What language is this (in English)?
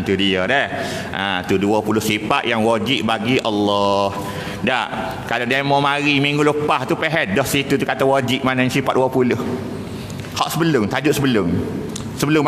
Malay